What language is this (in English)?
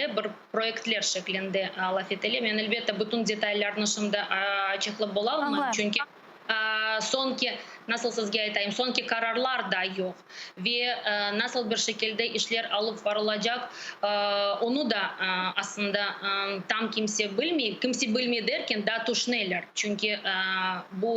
Crimean Tatar